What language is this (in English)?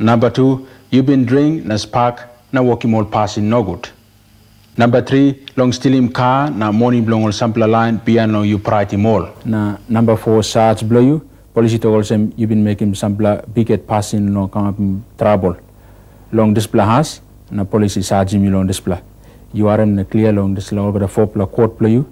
Tok Pisin